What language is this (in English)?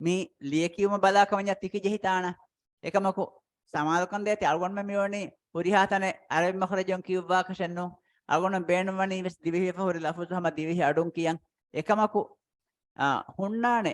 Divehi